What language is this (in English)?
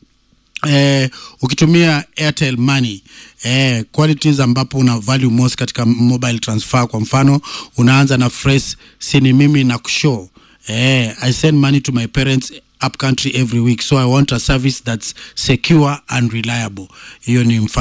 Swahili